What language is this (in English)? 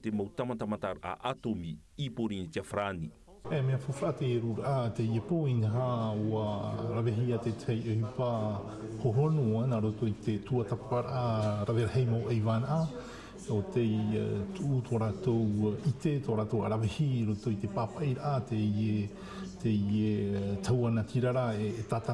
Tahitian